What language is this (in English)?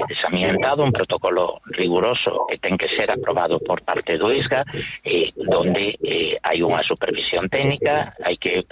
Galician